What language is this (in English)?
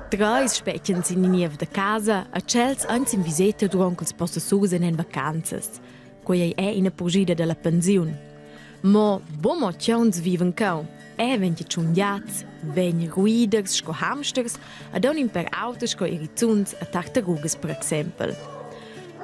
Romansh